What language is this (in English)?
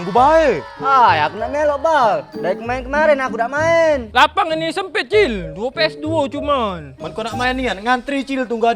Musi